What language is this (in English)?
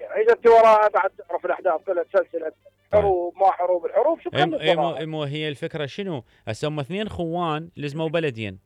Mesopotamian Arabic